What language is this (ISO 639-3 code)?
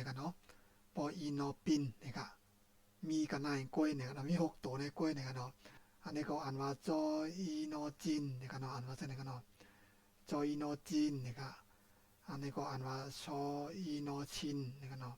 shn